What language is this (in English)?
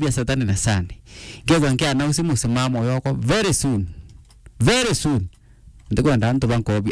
Meru